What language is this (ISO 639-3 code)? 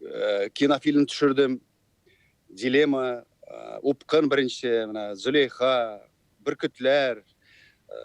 tat